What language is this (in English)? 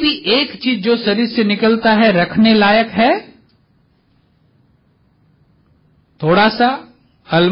Hindi